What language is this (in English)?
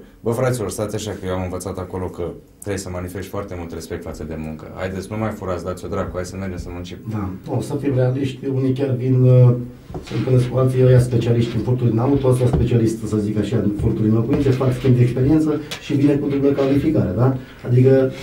Romanian